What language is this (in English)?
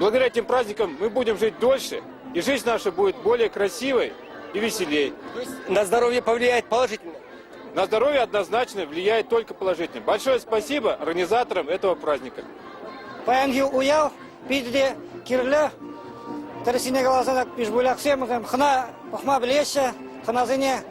Chuvash